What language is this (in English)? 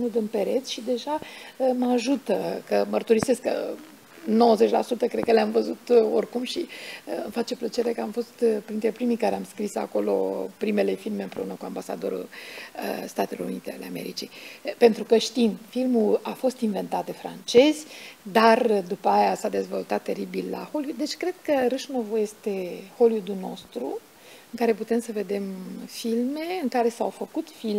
Romanian